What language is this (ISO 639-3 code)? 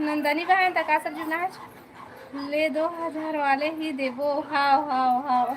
hne